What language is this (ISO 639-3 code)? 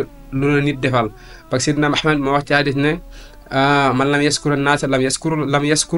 wol